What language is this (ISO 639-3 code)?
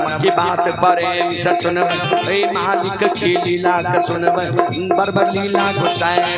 mai